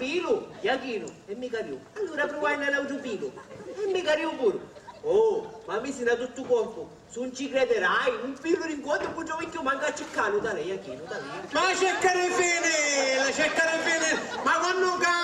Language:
Sicilian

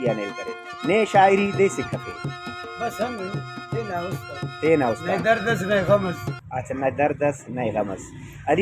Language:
Brahui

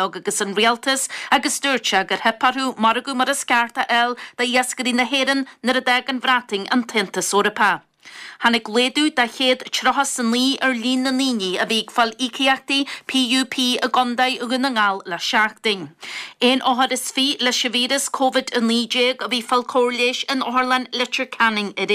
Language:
Irish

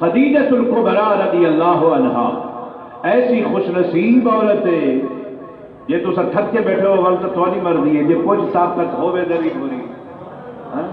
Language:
Saraiki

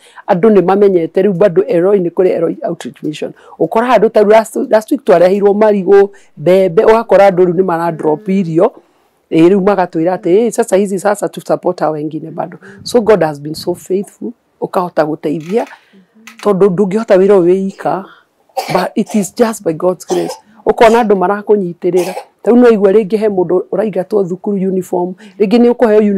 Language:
Kikuyu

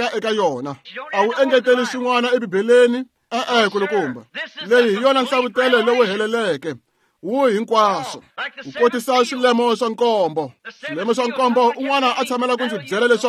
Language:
Tsonga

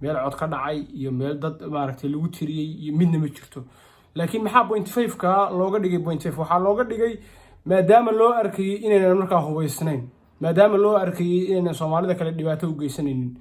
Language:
Somali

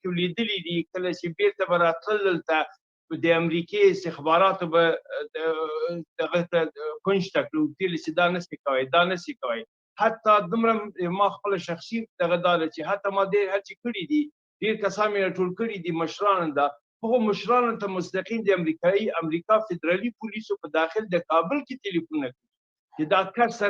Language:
Pashto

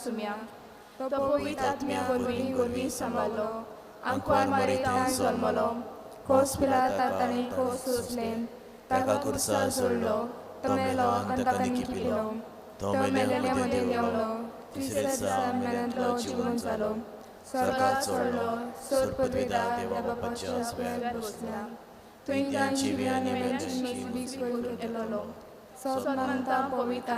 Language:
Konkani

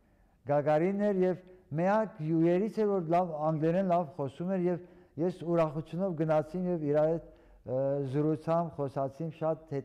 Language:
Armenian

